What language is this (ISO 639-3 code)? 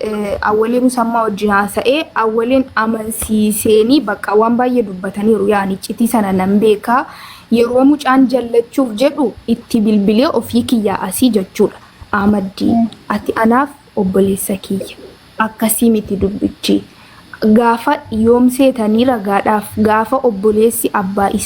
orm